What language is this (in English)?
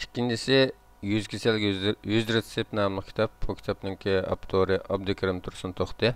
Uyghur